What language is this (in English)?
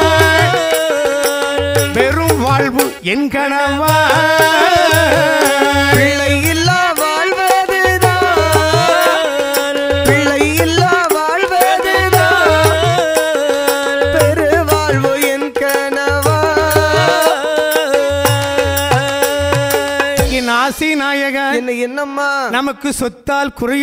Tamil